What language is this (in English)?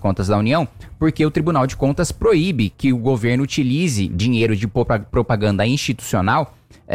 Portuguese